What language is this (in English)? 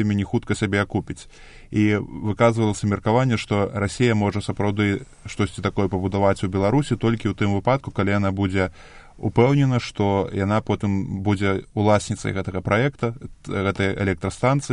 Belarusian